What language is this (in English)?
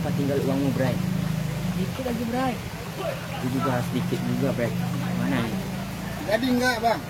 Minangkabau